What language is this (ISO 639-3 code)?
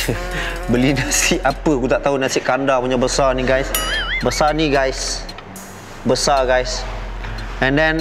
msa